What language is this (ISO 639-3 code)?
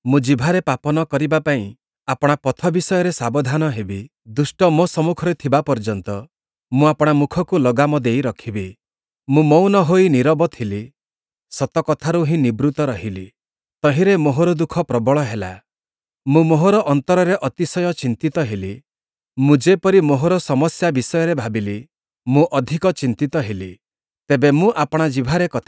ori